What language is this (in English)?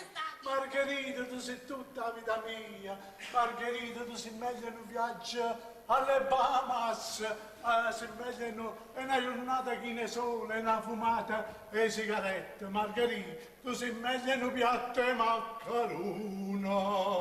Neapolitan